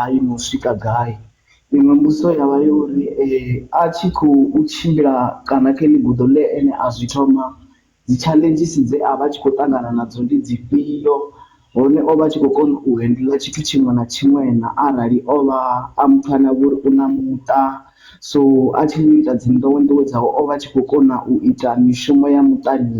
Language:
Venda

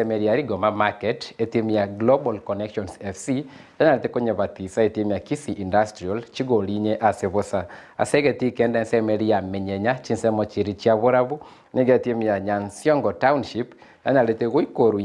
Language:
Gusii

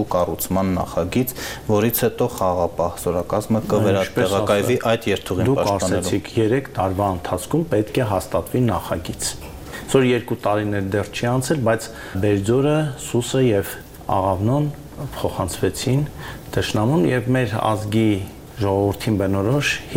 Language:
Armenian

